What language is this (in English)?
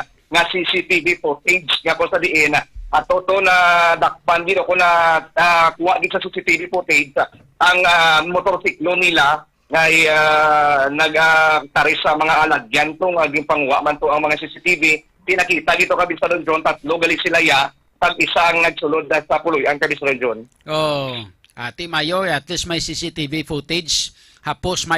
Hiligaynon